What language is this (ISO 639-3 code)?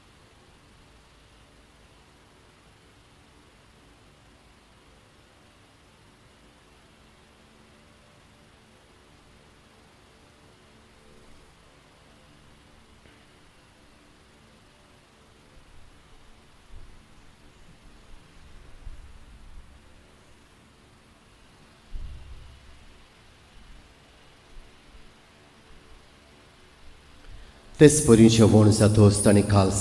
kok